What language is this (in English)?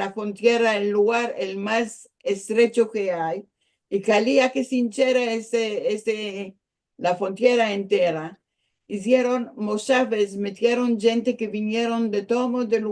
Ladino